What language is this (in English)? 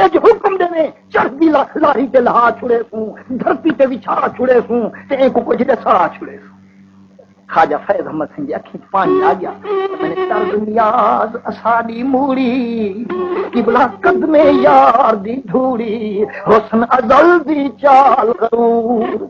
Saraiki